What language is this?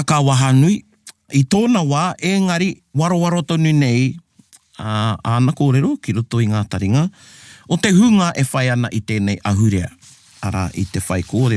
Māori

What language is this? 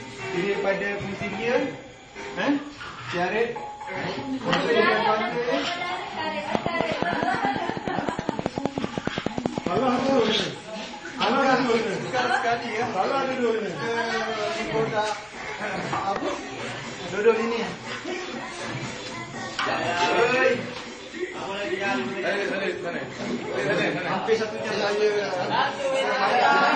Malay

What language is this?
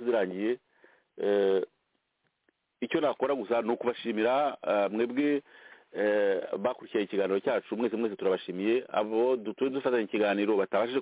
Kinyarwanda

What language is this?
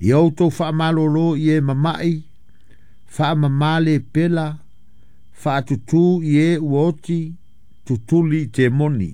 Samoan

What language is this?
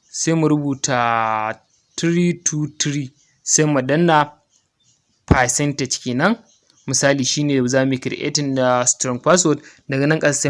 Hausa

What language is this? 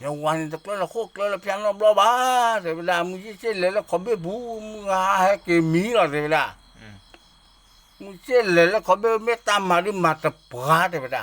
S'gaw Karen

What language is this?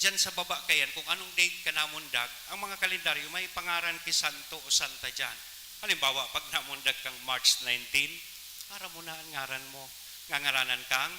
Bikol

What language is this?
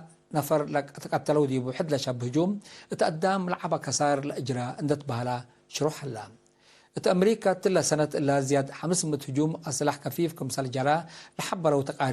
Tigre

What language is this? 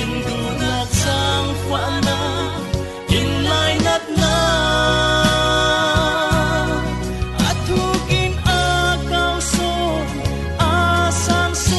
Falam Chin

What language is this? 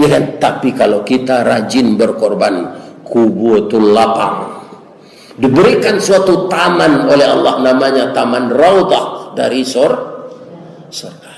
Minangkabau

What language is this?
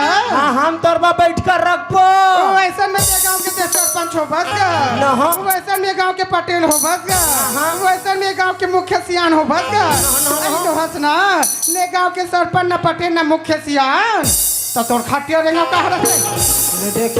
Chhattisgarhi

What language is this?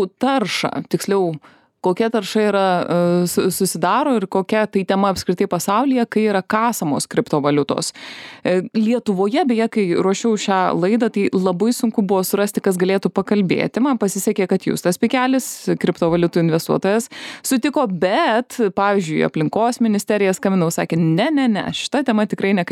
Lithuanian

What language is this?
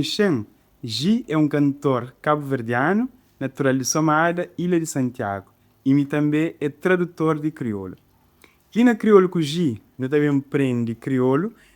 Kabuverdianu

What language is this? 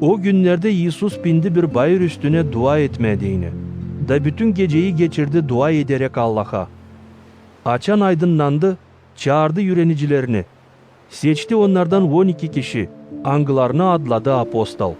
Gagauz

